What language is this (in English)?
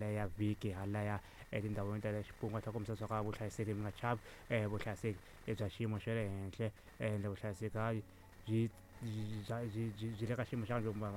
Tsonga